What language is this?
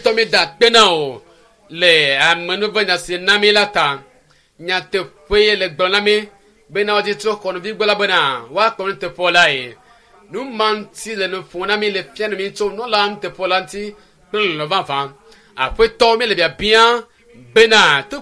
Ewe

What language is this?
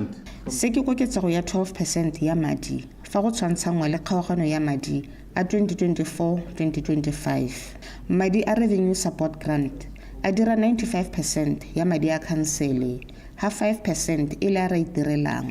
Tswana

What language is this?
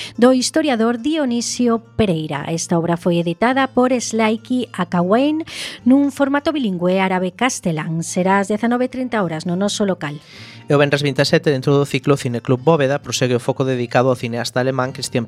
Galician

